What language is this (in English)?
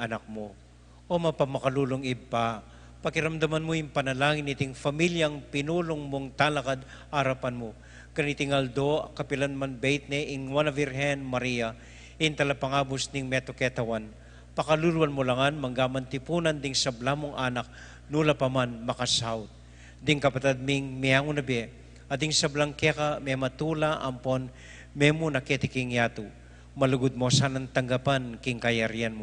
Pampanga